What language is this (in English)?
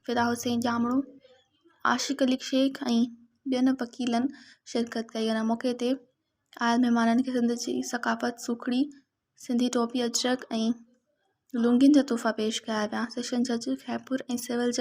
Sindhi